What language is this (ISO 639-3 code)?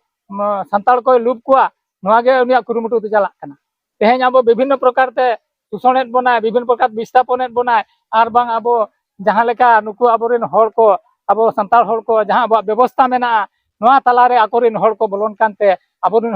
sat